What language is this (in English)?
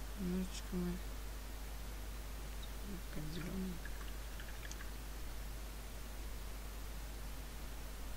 Russian